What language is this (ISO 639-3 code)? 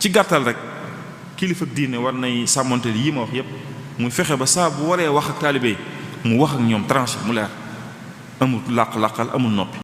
wol